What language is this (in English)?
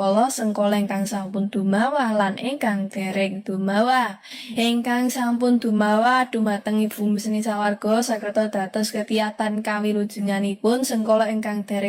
Javanese